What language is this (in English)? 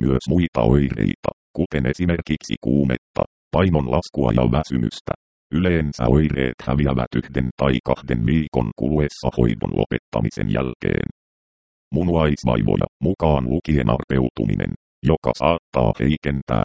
Finnish